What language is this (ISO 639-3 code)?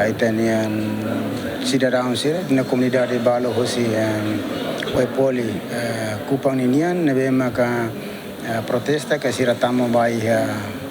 tet